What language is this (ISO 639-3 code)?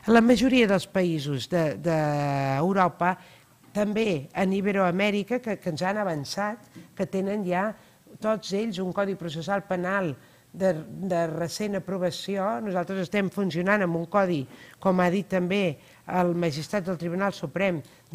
cat